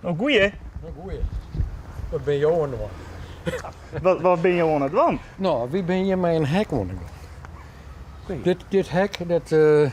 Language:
Western Frisian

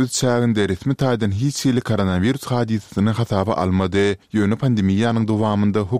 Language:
Turkmen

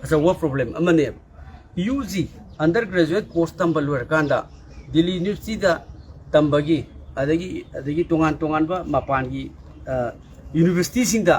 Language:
Manipuri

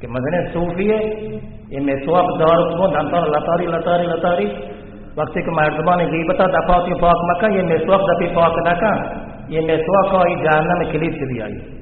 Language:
Baluchi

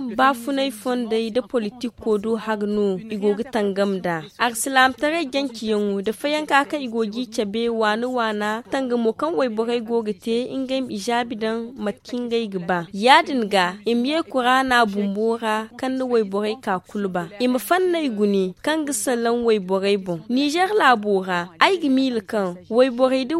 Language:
Zarma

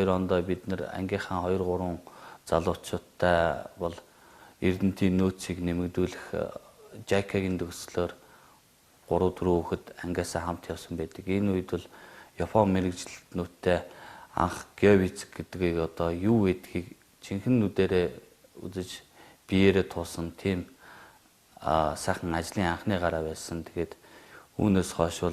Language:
Mongolian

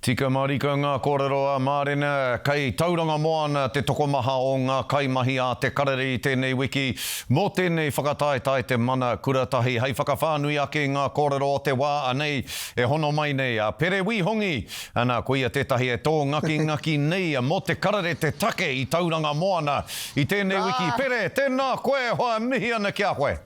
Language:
Māori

